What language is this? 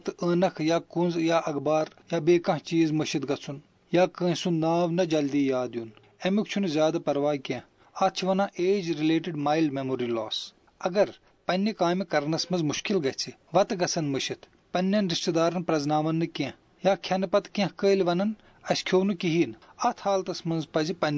Kashmiri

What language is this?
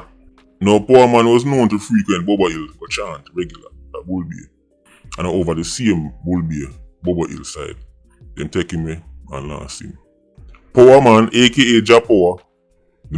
Jamaican Creole English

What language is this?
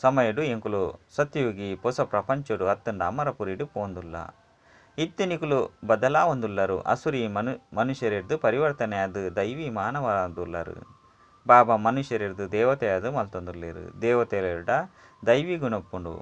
Tulu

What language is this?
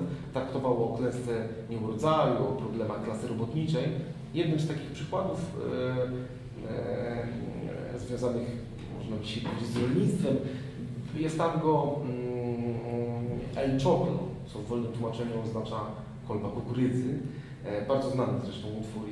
Polish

